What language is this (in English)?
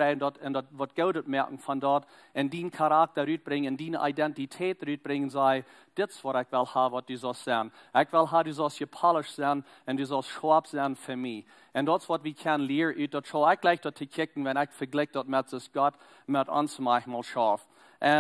Plautdietsch